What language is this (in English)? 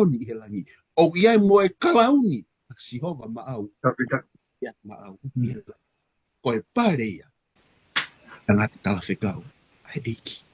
Tongan